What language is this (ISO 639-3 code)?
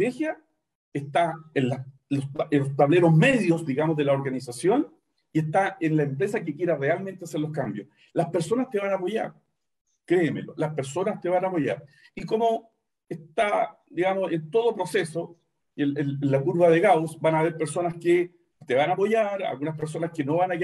spa